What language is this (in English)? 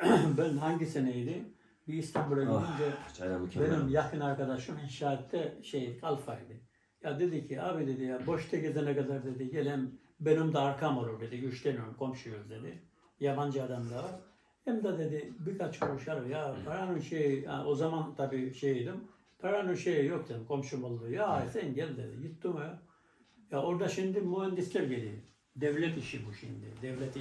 Turkish